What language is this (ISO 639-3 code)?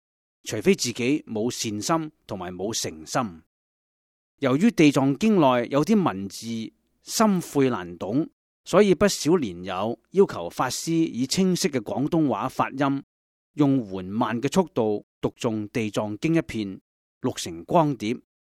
yue